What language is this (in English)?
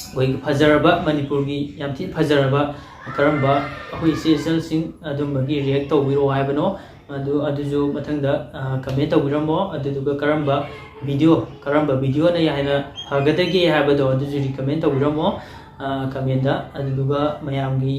Manipuri